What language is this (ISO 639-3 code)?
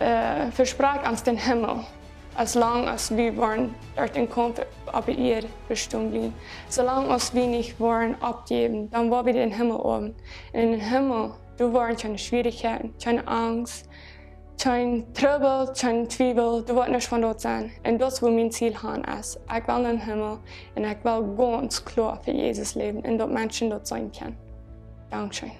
pdt